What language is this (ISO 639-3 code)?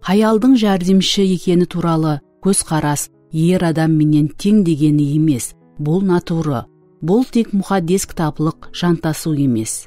kaa